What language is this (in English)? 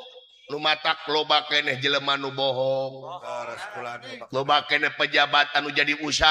Sundanese